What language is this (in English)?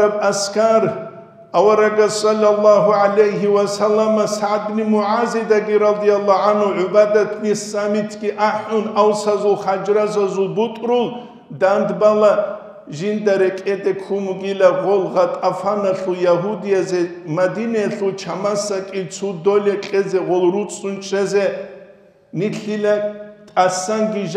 Avaric